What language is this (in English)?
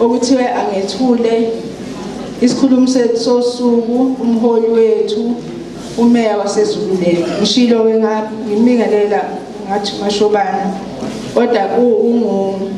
Zulu